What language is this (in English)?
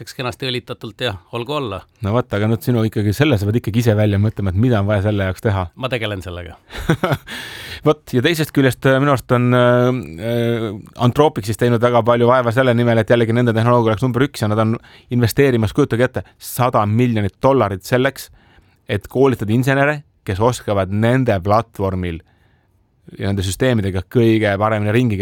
Estonian